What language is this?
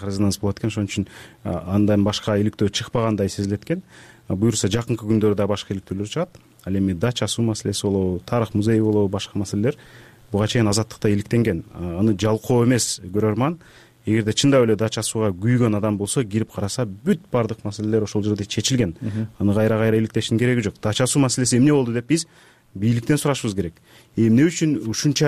Kyrgyz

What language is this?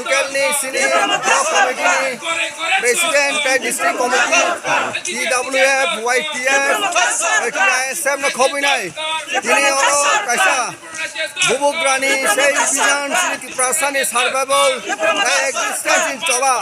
Kok Borok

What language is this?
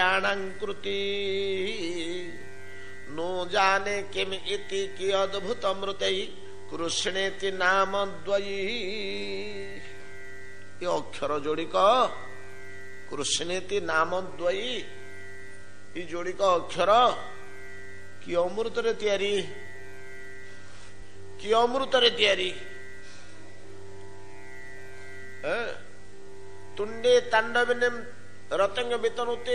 Odia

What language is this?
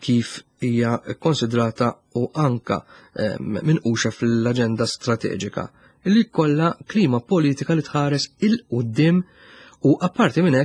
Maltese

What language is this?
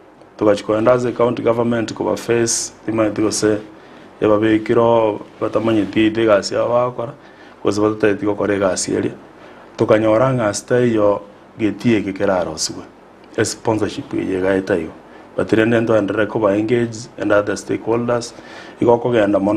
Gusii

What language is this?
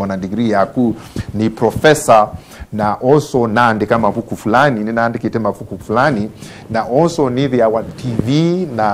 Kamba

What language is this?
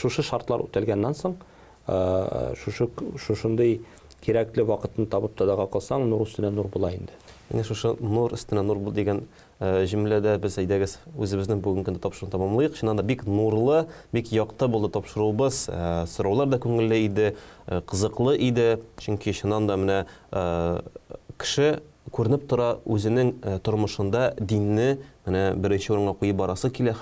Tatar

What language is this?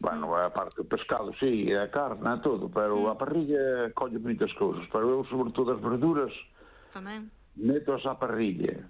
Galician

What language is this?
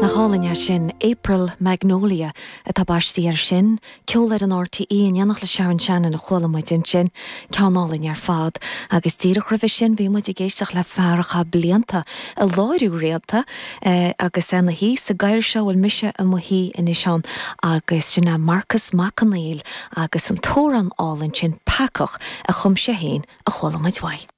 Irish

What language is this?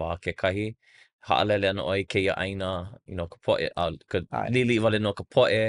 Hawaiian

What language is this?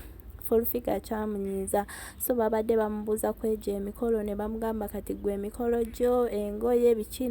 Ganda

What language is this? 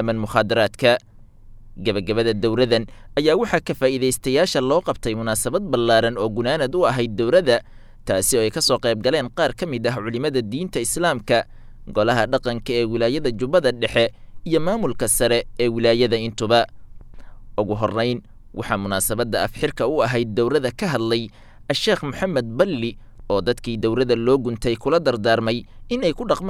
Somali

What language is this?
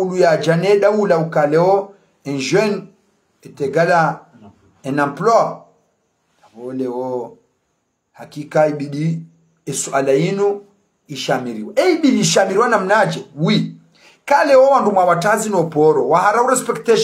Ngazidja Comorian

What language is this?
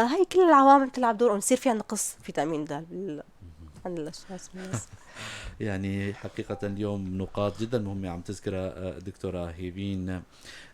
North Levantine Arabic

